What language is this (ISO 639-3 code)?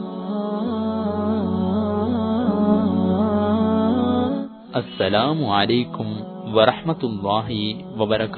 tam